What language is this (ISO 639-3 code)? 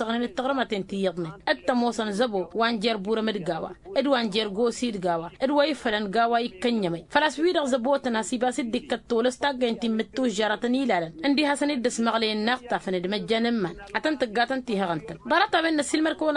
taq